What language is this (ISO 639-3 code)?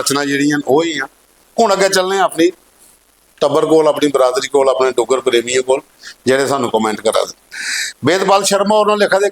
doi